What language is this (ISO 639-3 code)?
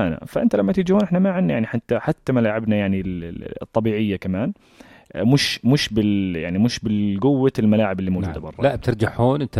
apc